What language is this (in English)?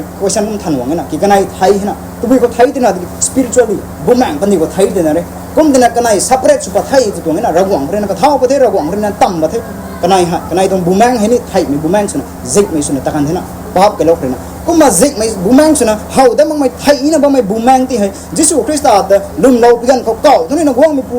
Rongmei Naga